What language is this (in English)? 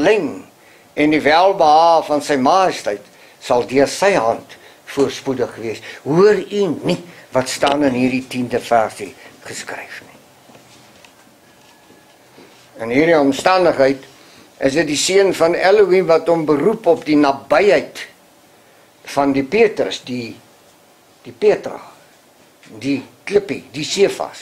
Afrikaans